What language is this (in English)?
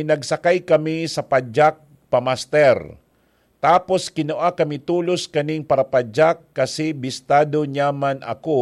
Bikol